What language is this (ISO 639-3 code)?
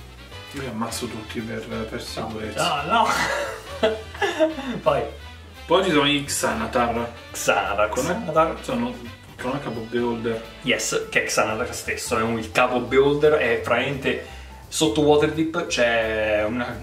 ita